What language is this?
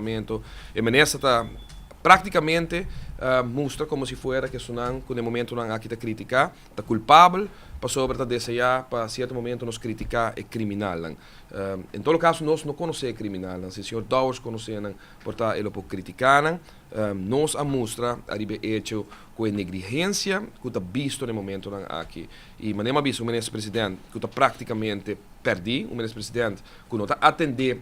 Papiamento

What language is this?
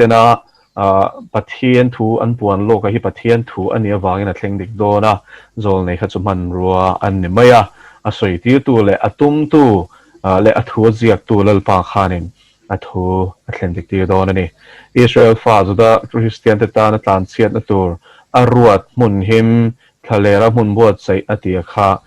Mizo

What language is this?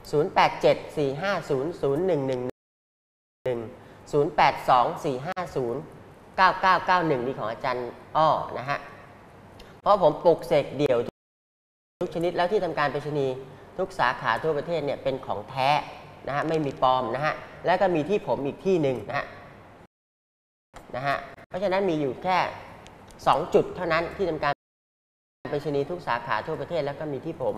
Thai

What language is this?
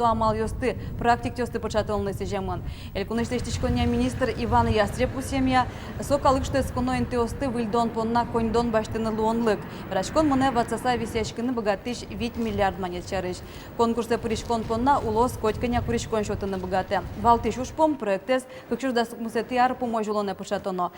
Udmurt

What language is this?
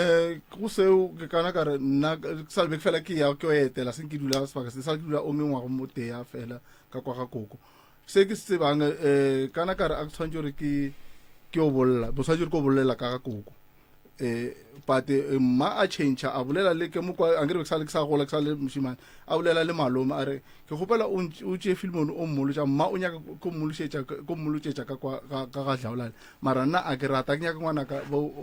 Northern Sotho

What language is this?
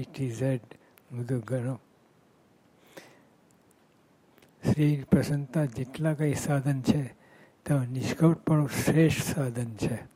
Gujarati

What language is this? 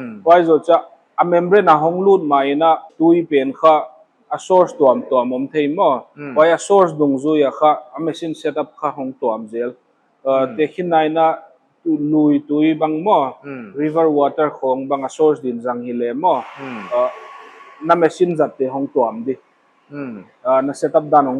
Paite Chin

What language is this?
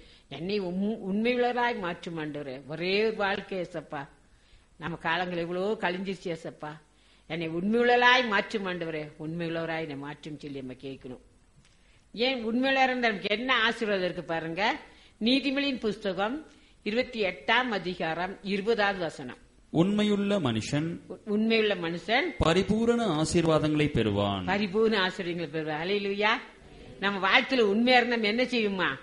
Tamil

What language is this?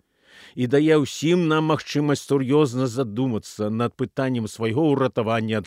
Belarusian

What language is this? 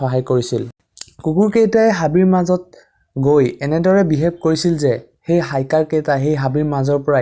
Assamese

